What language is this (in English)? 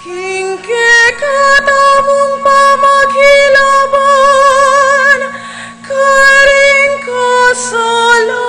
Pampanga